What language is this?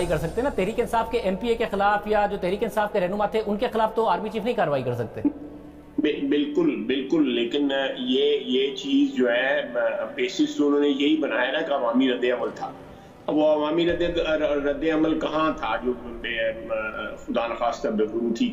Urdu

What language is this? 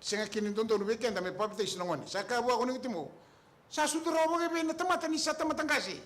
Fijian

